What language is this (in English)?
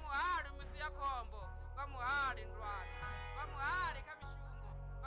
Venda